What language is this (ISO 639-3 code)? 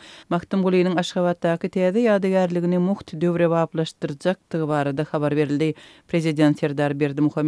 tuk